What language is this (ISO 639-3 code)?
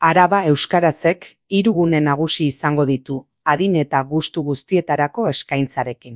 eus